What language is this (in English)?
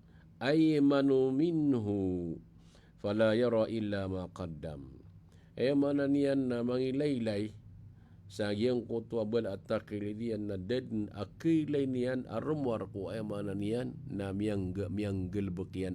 Maranao